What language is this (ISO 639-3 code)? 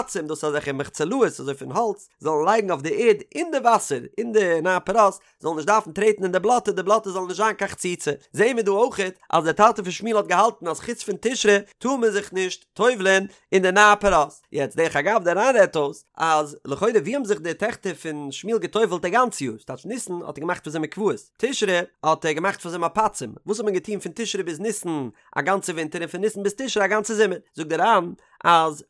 yid